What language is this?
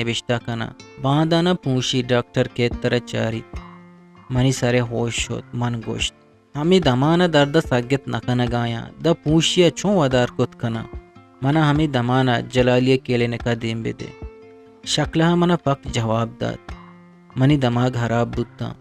Eastern Balochi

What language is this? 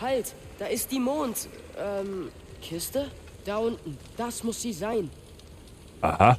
Bavarian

